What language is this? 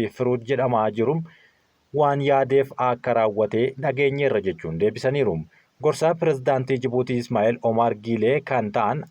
Oromo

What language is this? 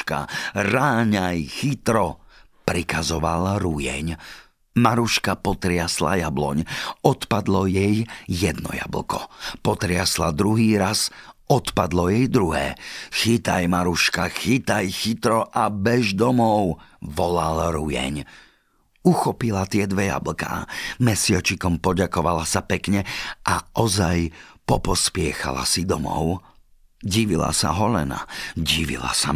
Slovak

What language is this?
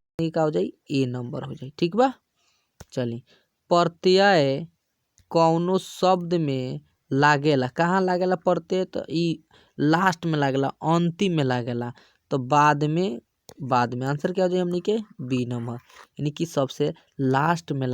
Bhojpuri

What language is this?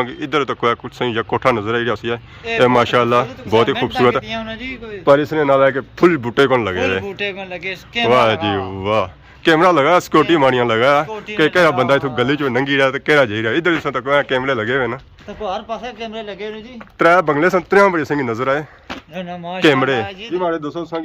Pahari-Potwari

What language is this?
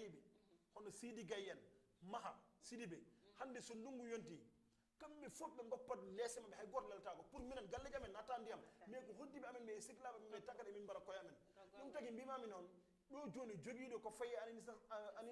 Fula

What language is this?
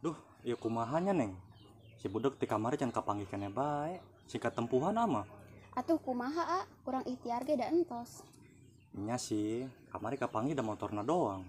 Sundanese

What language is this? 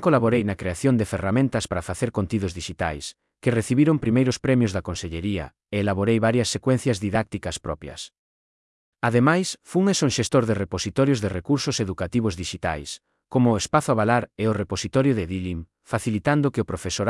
Galician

